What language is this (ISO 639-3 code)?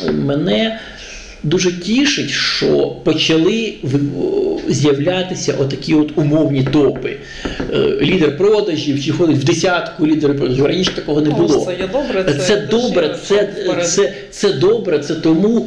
ukr